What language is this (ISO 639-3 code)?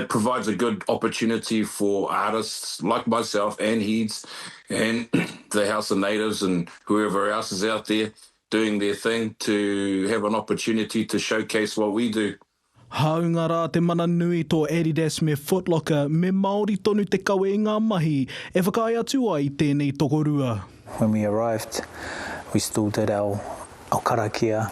mri